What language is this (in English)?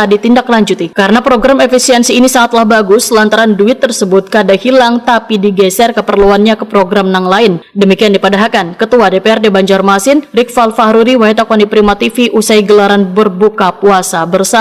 Banjar